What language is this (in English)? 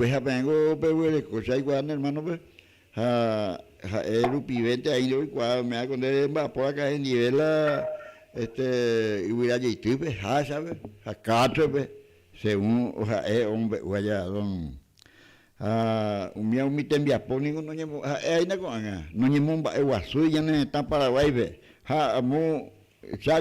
Guarani